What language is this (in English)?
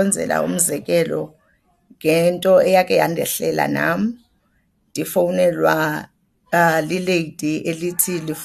Xhosa